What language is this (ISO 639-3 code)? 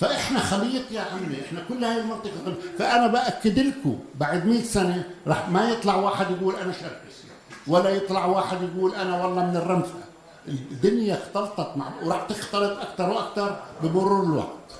apc